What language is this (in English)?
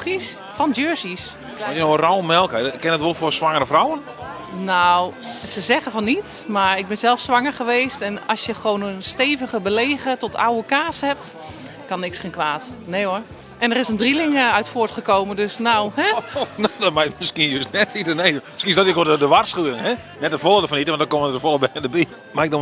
Western Frisian